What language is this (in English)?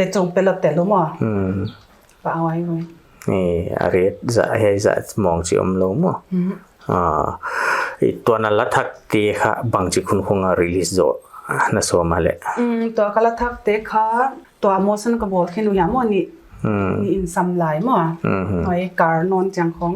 Paite Chin